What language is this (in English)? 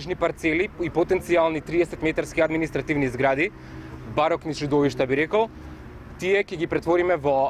Macedonian